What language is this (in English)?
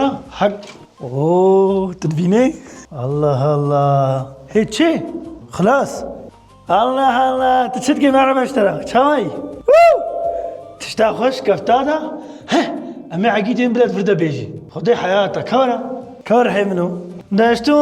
Kurdish